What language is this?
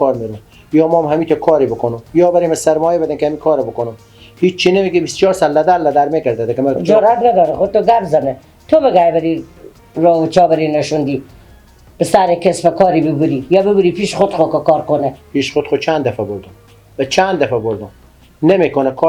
Persian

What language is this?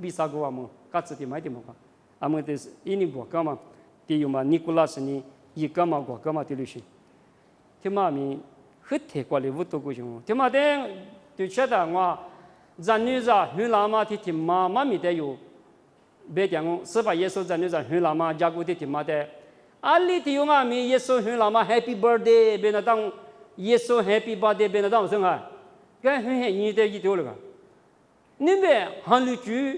Lisu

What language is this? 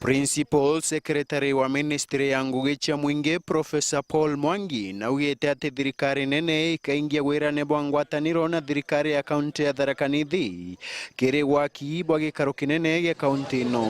Meru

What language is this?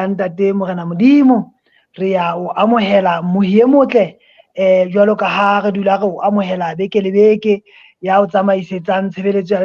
Southern Sotho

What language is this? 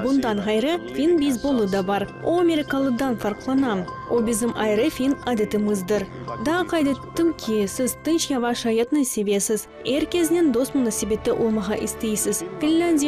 Crimean Tatar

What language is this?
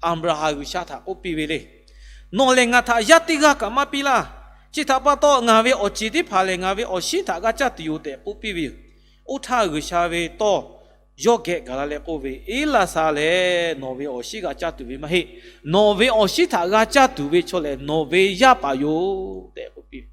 Lahu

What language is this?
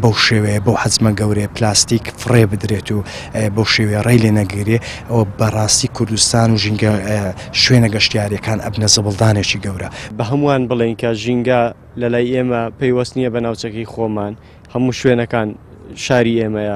Central Kurdish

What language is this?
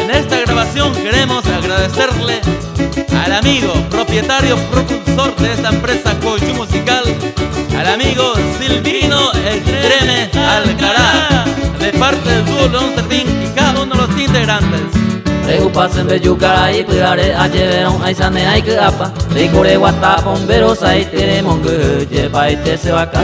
Guarani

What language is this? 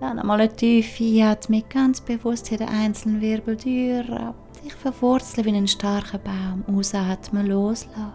Swiss German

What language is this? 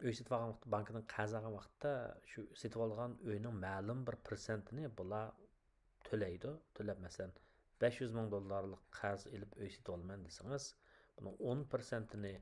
Uyghur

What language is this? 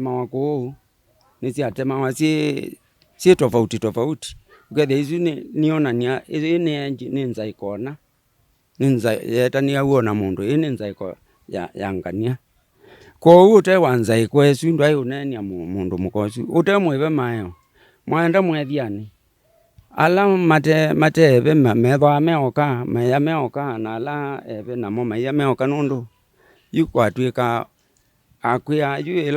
Kamba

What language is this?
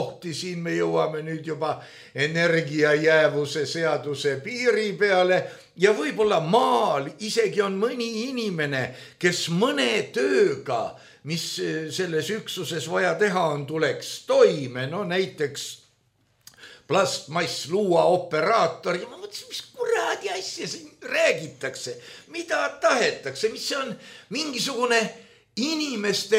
Estonian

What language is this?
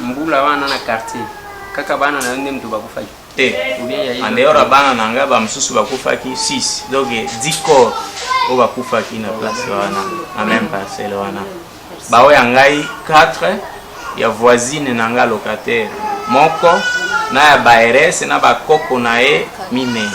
Lingala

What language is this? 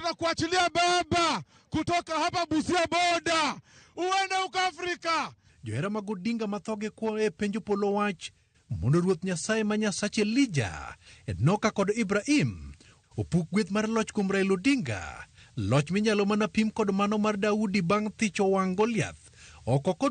Luo (Kenya and Tanzania)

